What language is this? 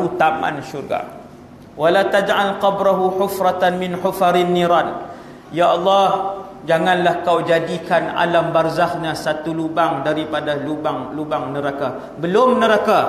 Malay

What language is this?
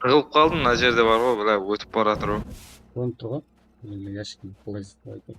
Kara-Kalpak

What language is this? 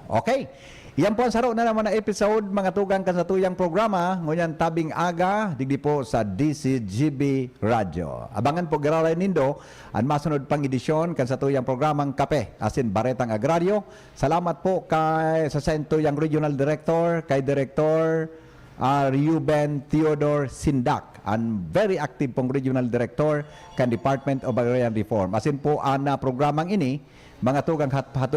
Bikol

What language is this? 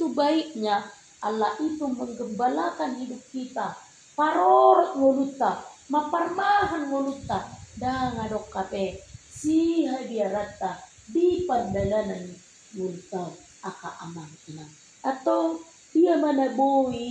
Batak Toba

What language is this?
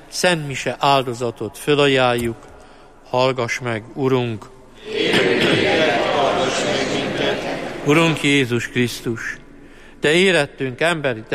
Hungarian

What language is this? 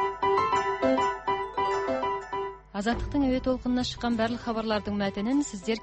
Kazakh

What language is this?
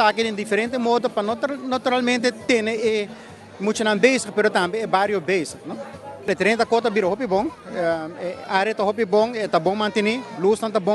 Papiamento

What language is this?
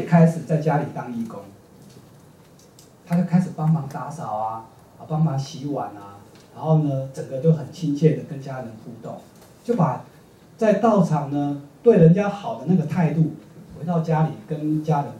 Chinese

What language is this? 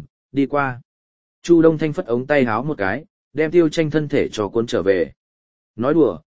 Vietnamese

